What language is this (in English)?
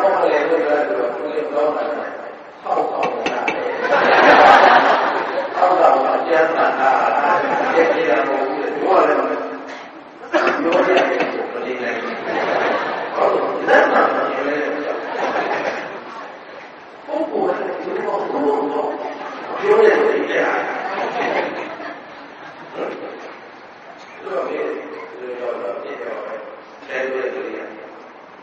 Burmese